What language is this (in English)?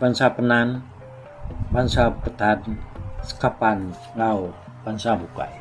Iban